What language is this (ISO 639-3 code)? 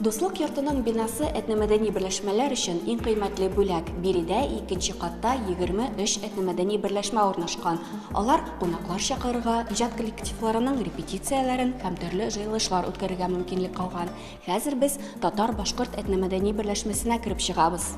tat